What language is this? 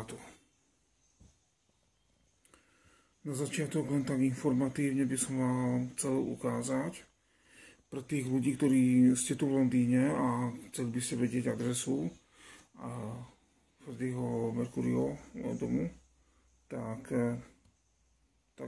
Slovak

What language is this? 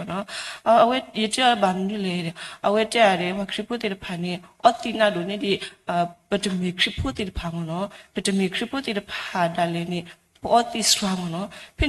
S'gaw Karen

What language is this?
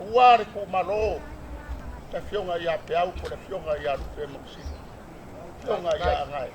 Samoan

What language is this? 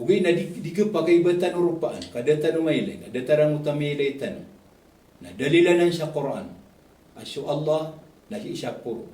Maranao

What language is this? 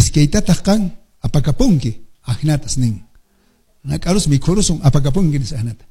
Quechua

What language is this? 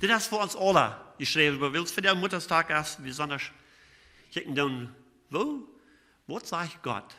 Plautdietsch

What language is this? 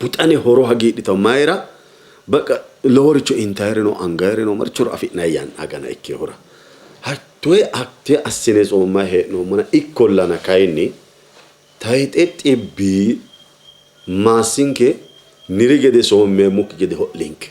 Sidamo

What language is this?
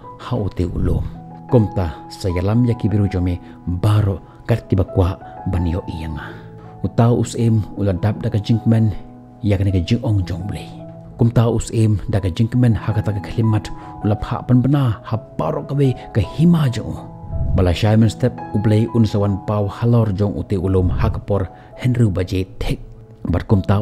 Khasi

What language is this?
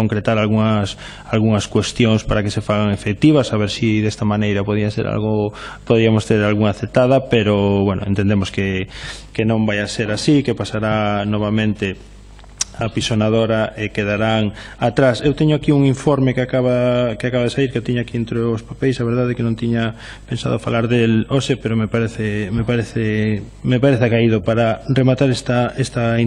Galician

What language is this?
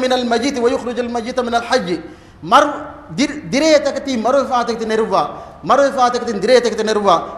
Divehi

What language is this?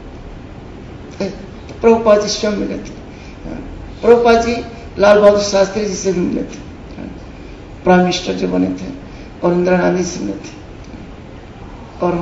Hindi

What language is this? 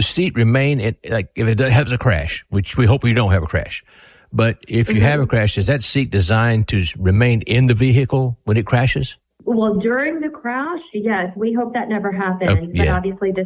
English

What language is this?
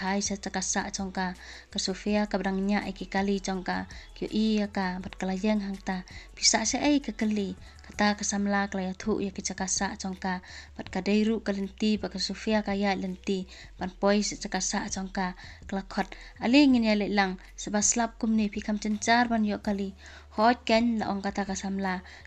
Khasi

